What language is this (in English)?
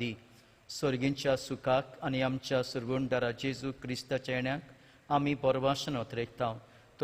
Konkani